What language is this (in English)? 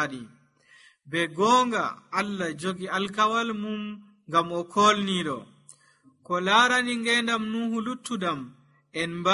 Nigerian Fulfulde